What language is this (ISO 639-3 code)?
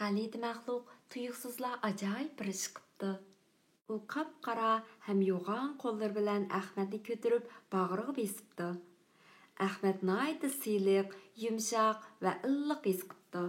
uig